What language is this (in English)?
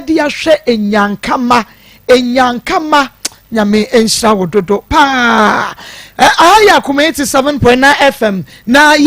Akan